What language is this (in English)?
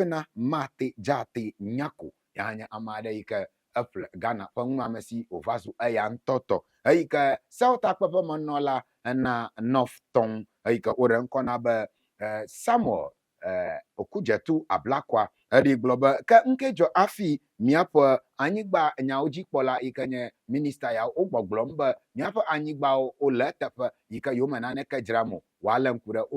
Ewe